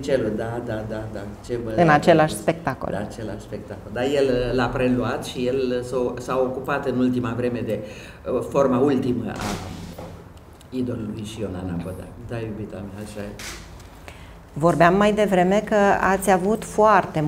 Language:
Romanian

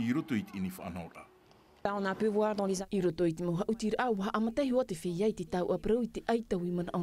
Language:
Tahitian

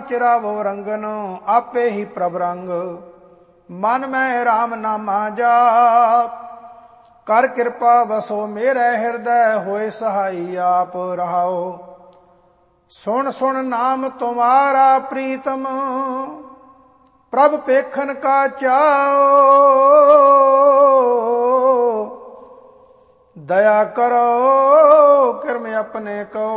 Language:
Punjabi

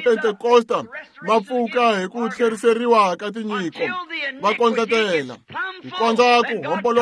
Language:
Tsonga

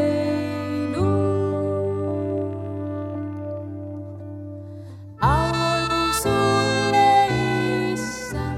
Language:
Estonian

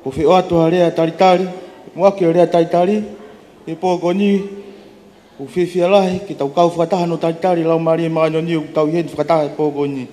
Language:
Tongan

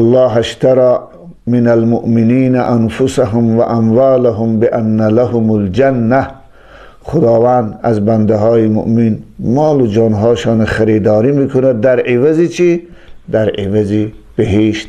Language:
Tajik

